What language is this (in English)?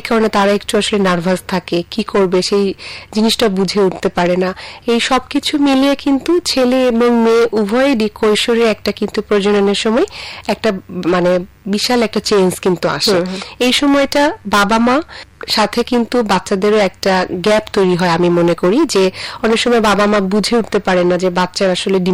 Bangla